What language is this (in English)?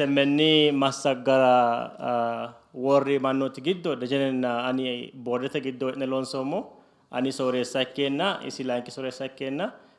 Sidamo